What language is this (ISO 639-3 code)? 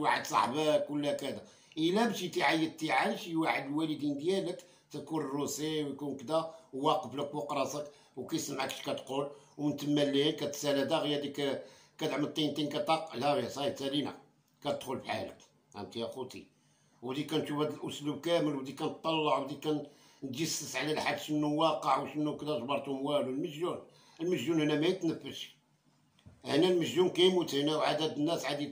ary